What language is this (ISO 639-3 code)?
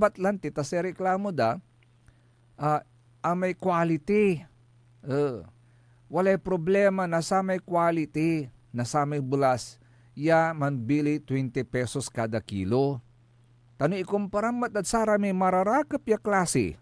pag